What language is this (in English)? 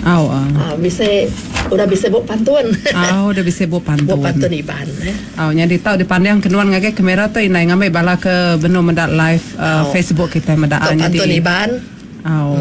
Iban